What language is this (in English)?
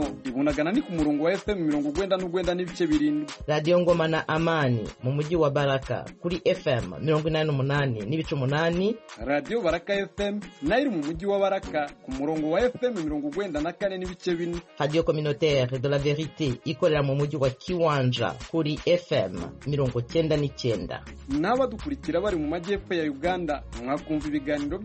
Kinyarwanda